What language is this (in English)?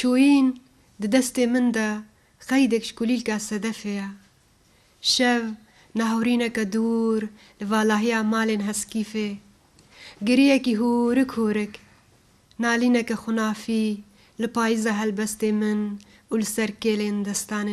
Kurdish